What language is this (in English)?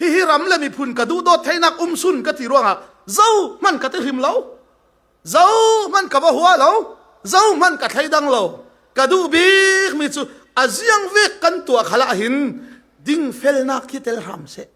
Falam Chin